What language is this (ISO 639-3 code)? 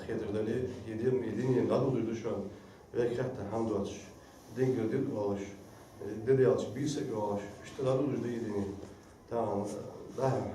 inh